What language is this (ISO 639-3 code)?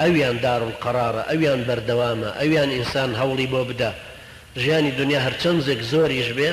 ckb